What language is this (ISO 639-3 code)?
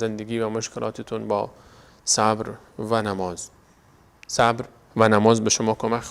fas